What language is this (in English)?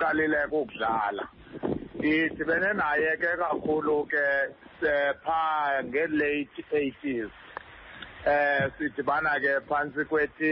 Xhosa